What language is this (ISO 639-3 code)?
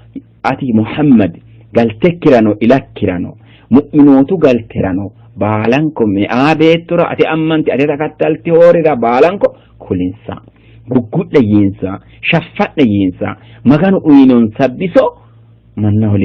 sid